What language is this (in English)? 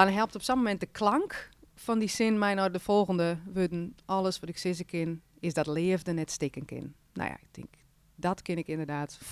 Western Frisian